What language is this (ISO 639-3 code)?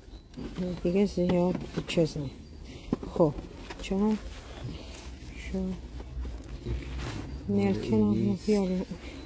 fas